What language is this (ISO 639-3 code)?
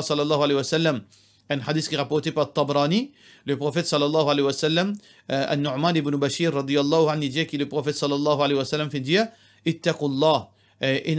mfe